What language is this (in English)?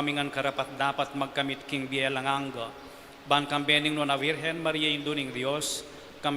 Pampanga